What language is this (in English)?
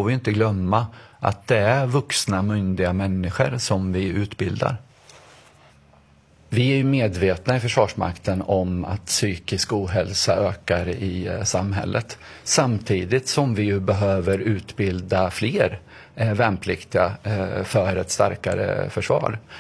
Swedish